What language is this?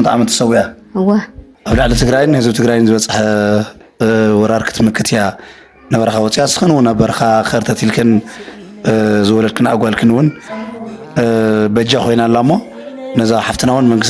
Tigrinya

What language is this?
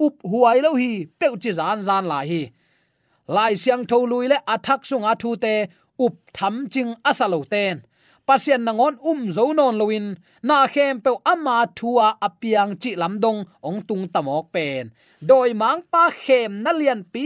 Tedim Chin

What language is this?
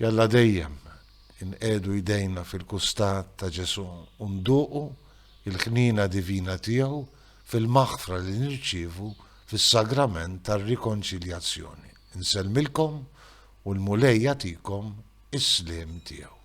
Maltese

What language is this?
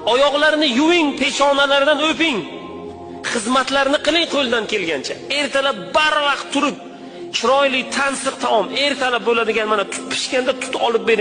Uzbek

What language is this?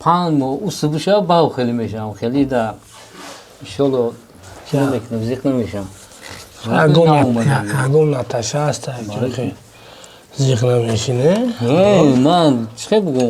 Tajik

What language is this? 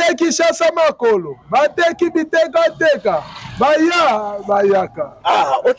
Lingala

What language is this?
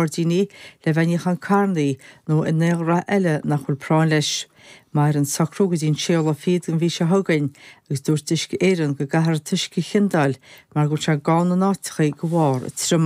Irish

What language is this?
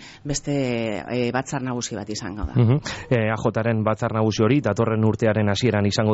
Basque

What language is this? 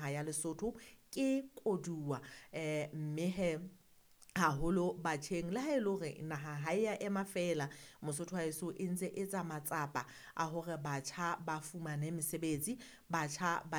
Southern Sotho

